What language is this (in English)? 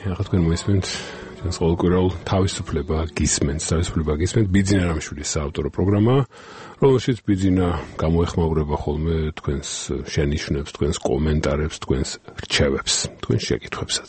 Georgian